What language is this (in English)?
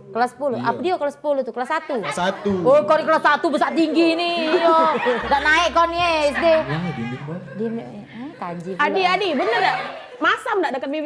Musi